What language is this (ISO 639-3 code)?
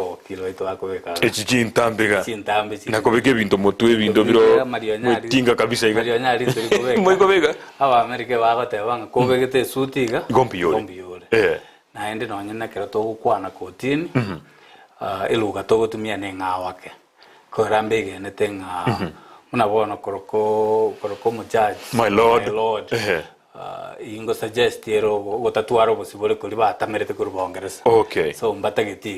guz